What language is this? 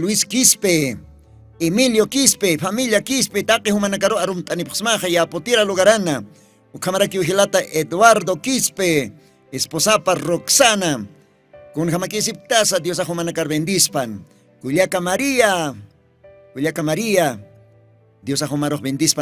Aymara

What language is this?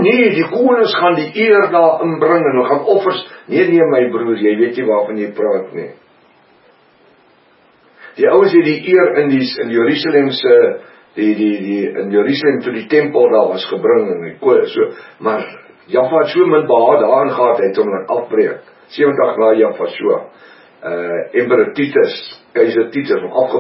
Afrikaans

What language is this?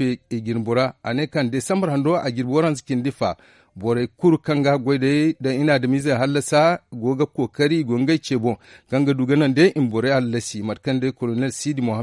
Zarma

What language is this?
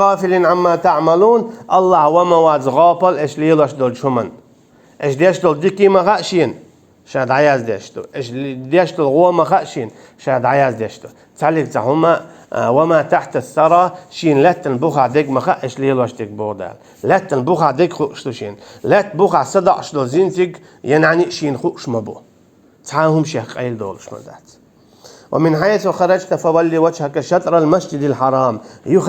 Chechen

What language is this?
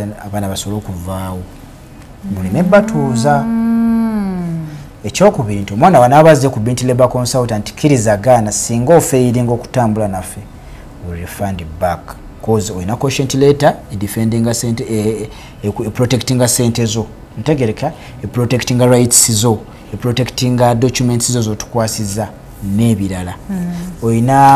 Ganda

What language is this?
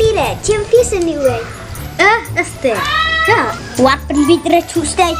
Khasi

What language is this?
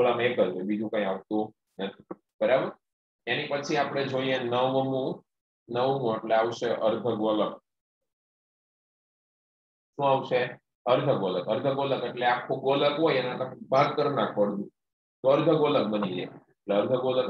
Gujarati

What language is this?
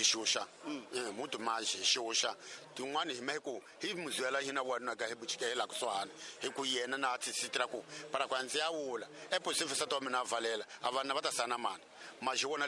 Tsonga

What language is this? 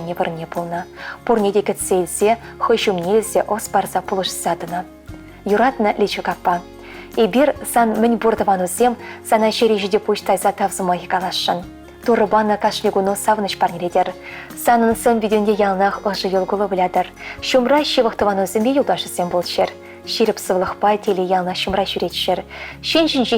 Chuvash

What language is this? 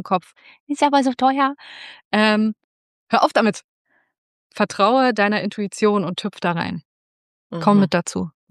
German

